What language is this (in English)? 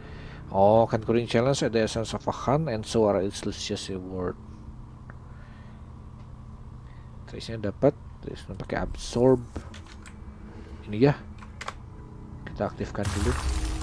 Indonesian